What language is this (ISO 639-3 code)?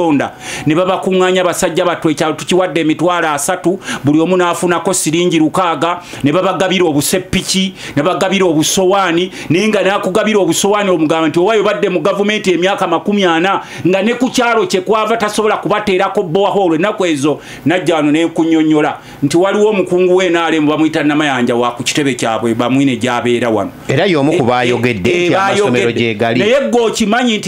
lug